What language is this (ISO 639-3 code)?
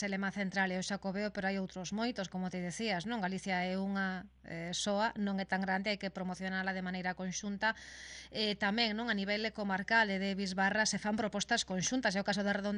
glg